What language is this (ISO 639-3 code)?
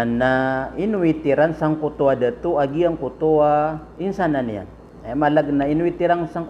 mrw